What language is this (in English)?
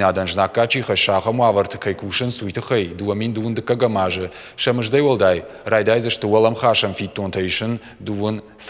Ossetic